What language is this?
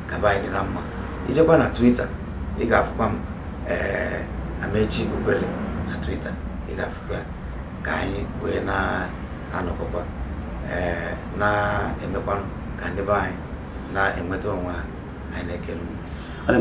Igbo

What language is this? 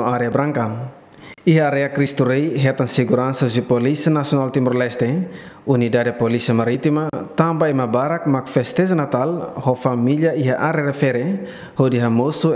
Tetum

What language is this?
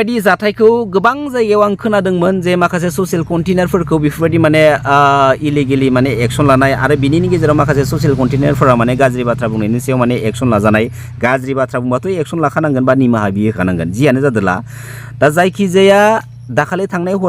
Bodo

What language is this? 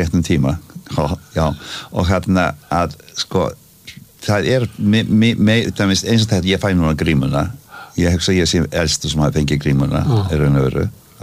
Icelandic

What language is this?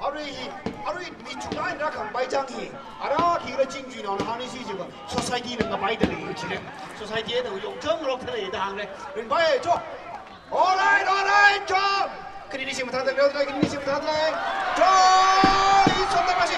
Tangkhul Naga (India)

